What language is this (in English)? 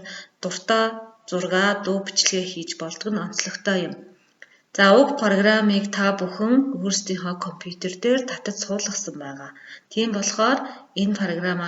Mongolian